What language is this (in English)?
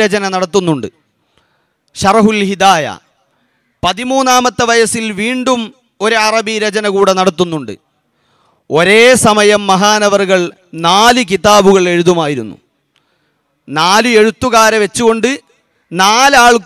Malayalam